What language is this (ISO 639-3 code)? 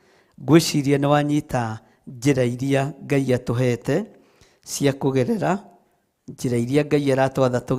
kik